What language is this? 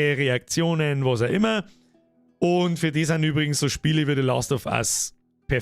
Bavarian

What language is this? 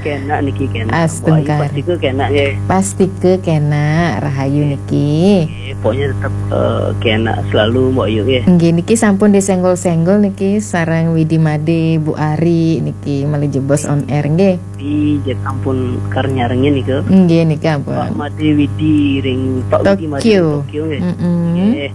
Balinese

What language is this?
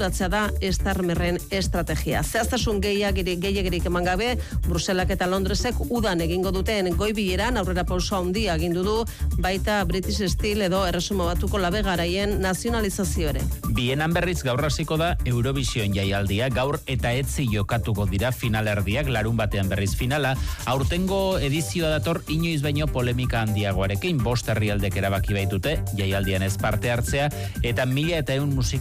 Basque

